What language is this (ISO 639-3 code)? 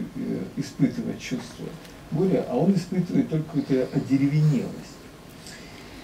rus